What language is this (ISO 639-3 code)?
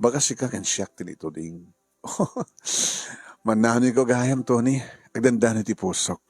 ilo